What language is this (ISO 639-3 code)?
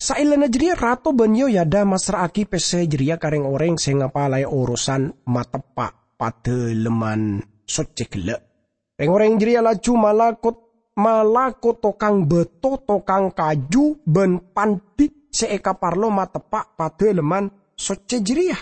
mad